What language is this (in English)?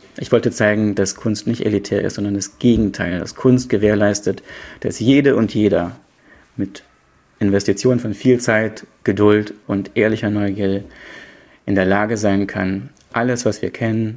German